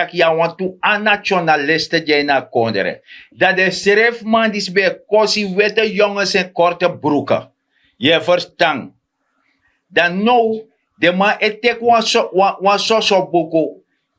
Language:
Sranan Tongo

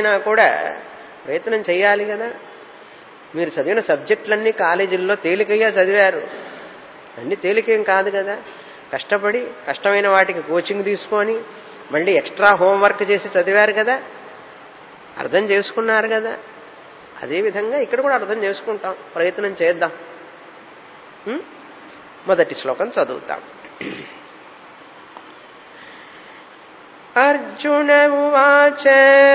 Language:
Telugu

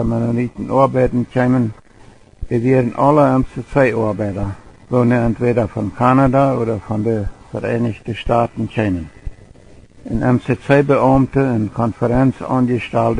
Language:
Plautdietsch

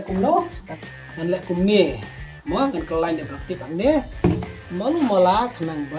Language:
Khasi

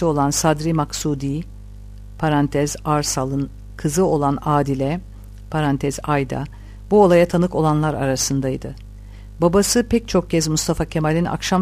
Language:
Turkish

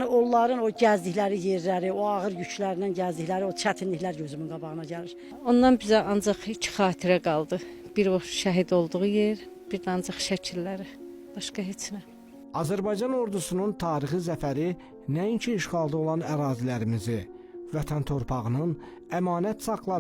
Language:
Azerbaijani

